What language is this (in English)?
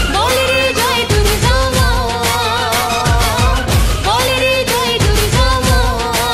Bangla